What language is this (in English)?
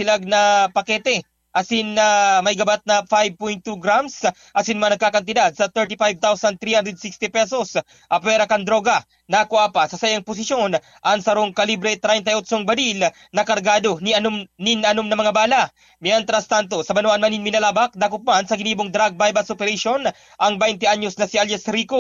Bikol